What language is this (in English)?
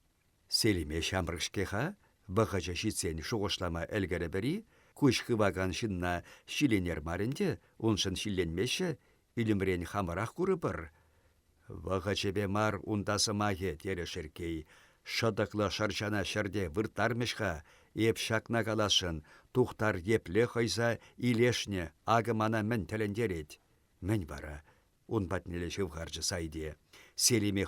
Chuvash